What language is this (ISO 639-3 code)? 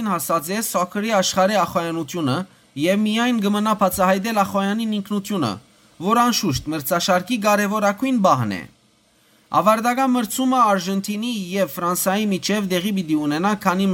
hyw